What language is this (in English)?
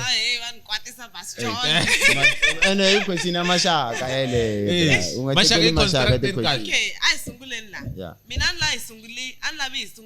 Tsonga